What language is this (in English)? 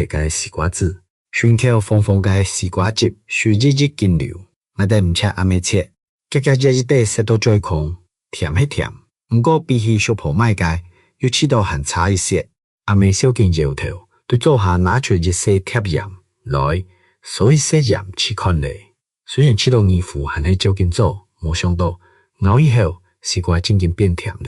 Hakka Chinese